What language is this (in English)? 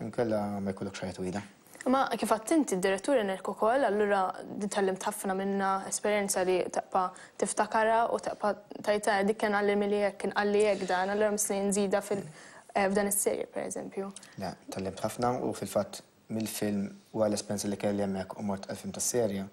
Maltese